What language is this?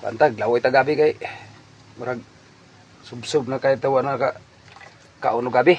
Cebuano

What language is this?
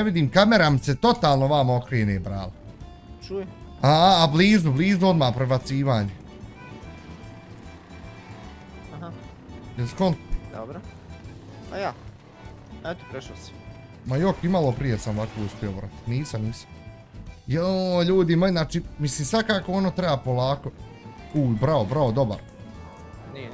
Bosnian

